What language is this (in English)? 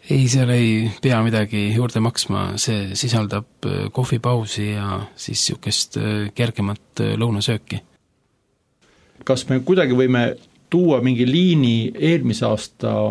Estonian